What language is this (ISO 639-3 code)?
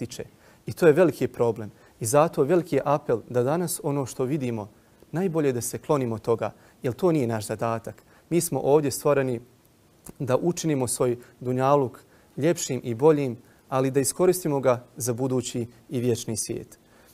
bos